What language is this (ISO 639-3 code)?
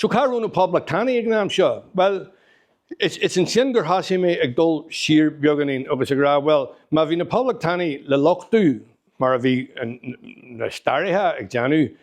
gle